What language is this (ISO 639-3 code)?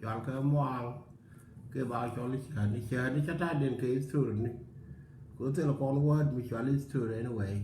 nus